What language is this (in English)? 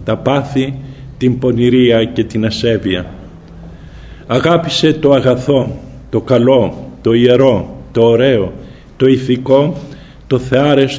Greek